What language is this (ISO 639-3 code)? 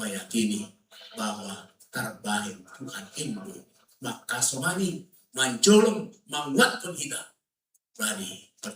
bts